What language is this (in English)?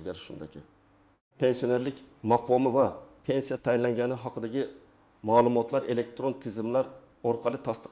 Uzbek